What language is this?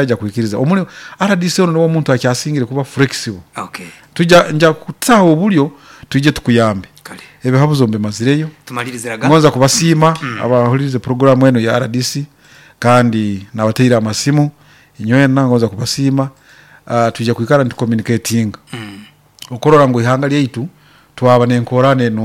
Nyankole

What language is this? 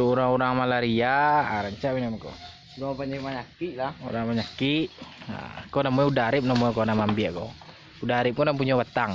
Minangkabau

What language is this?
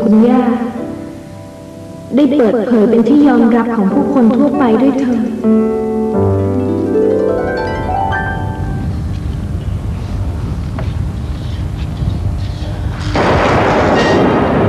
Thai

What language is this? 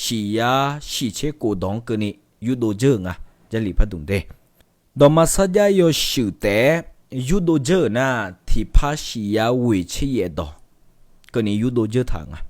Akha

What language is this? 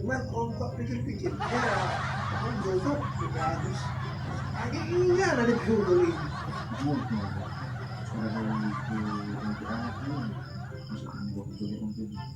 Manado Malay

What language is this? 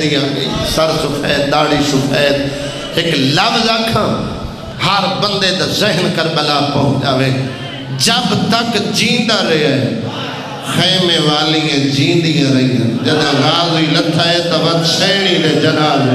Saraiki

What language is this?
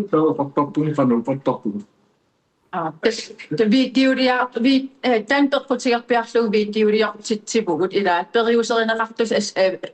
Kalaallisut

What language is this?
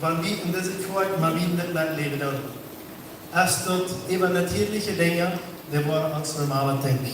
Plautdietsch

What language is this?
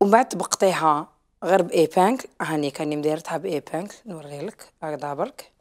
Algerian Arabic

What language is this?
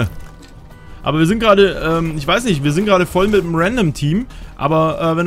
German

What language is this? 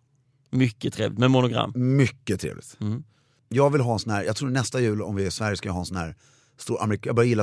Swedish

